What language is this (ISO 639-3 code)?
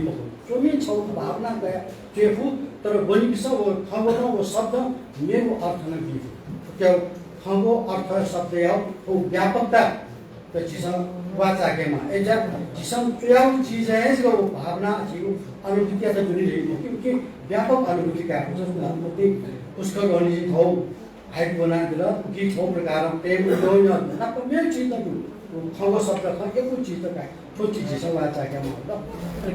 new